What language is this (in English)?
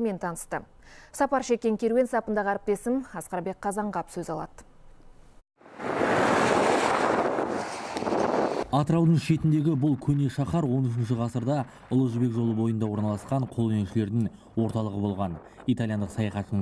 Kazakh